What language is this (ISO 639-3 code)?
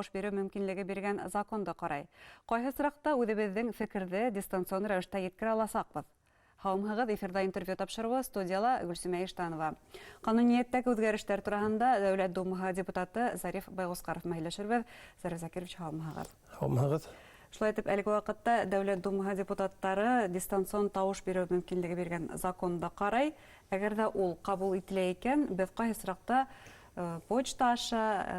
bak